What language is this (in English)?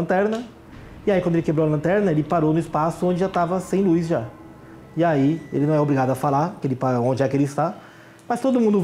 Portuguese